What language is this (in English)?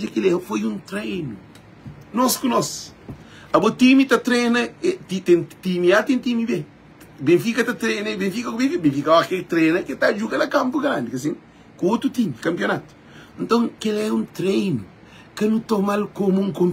Kabuverdianu